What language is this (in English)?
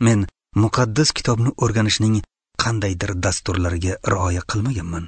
Uzbek